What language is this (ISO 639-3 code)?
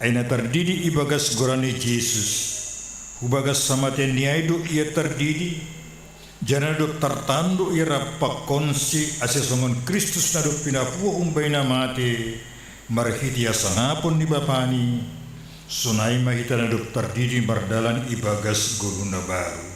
bts